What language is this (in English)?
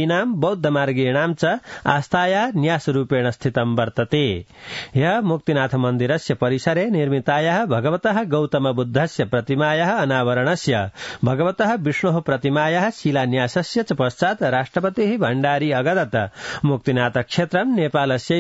Sanskrit